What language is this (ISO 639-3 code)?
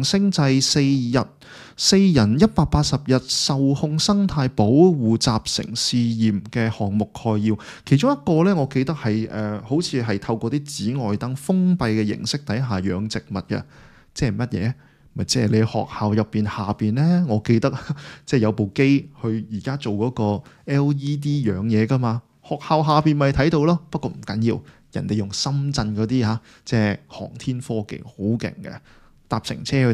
yue